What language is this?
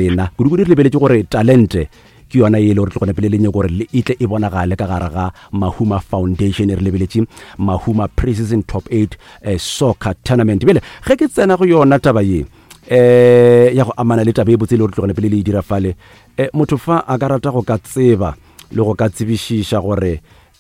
Northern Sotho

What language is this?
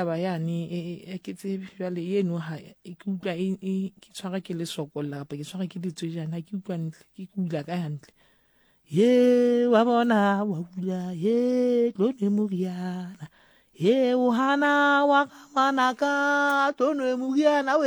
Southern Sotho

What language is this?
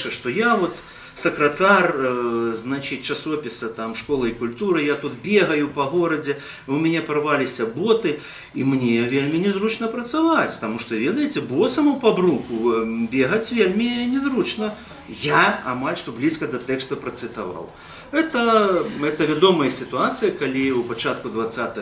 Belarusian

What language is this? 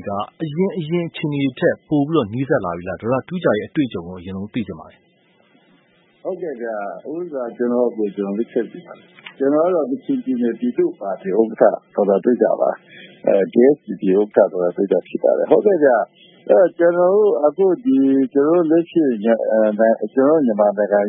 Burmese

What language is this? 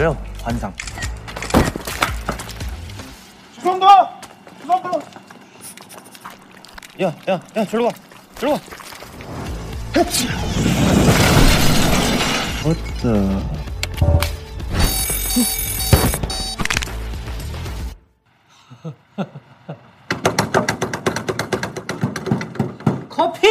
Korean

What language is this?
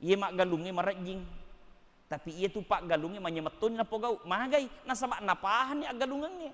Buginese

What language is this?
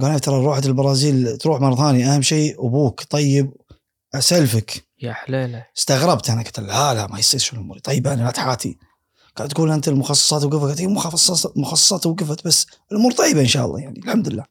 Gulf Arabic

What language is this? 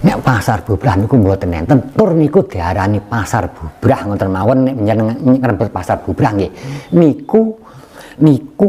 Javanese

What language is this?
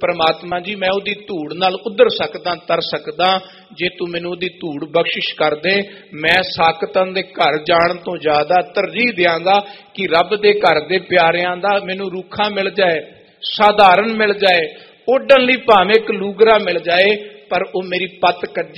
Punjabi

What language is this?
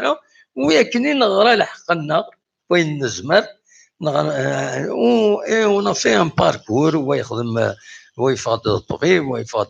Kabyle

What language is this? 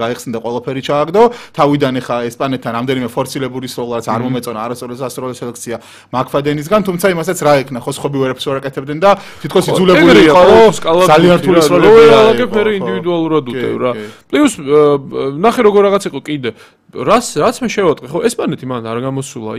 Georgian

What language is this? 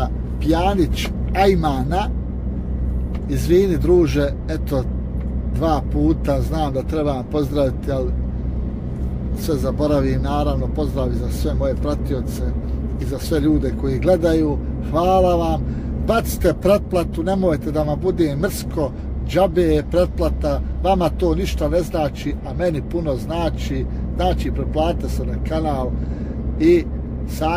Bosnian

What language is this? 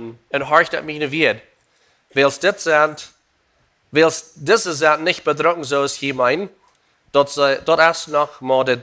Plautdietsch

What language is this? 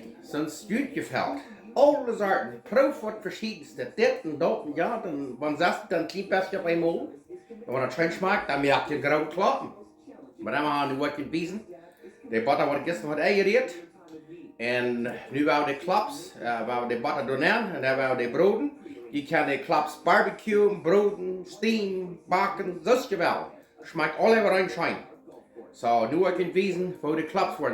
Plautdietsch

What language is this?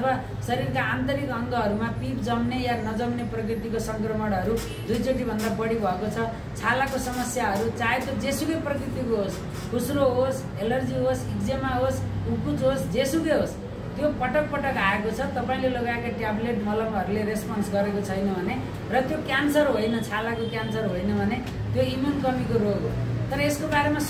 Nepali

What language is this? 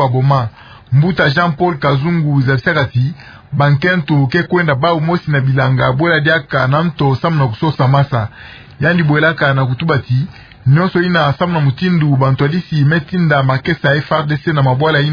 Kituba (Democratic Republic of Congo)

